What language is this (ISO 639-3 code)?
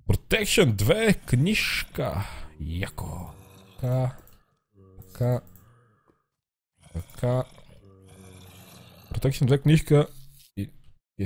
bul